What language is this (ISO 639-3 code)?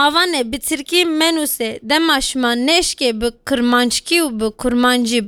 kur